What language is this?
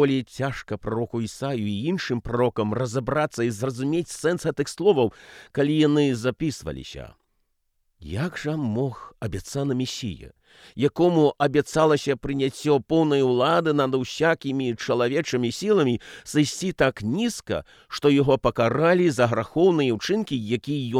Belarusian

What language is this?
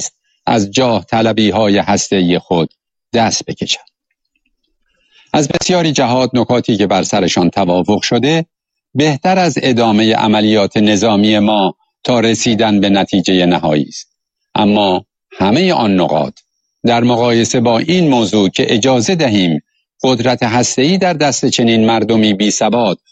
Persian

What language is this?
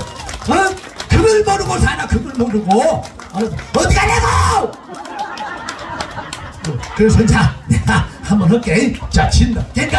Korean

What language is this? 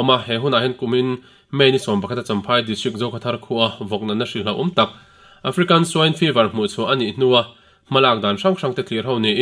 Mizo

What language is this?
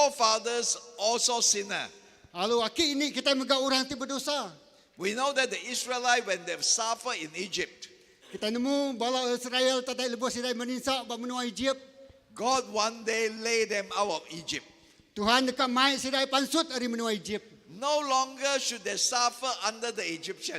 Iban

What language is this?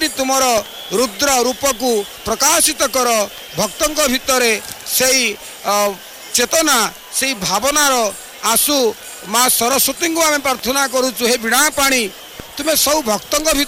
Odia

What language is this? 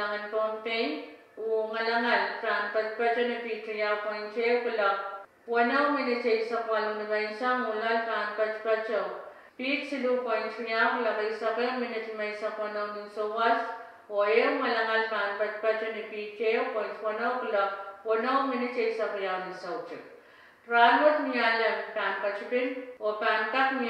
Pohnpeian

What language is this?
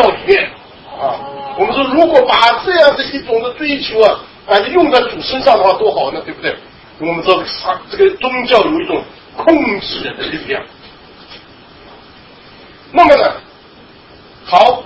Chinese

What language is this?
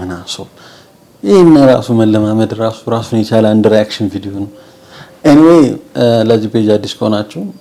Amharic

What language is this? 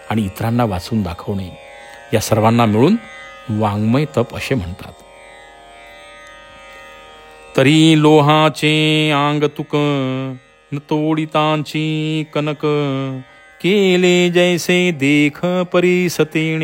Marathi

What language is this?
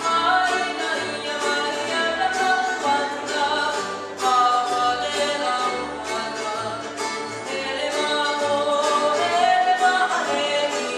Hawaiian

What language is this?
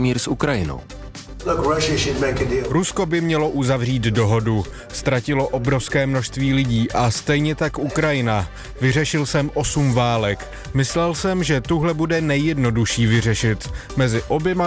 Czech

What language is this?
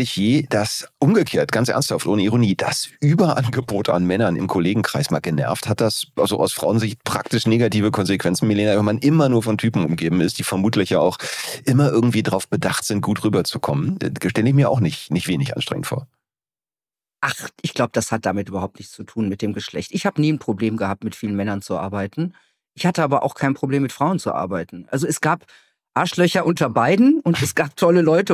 German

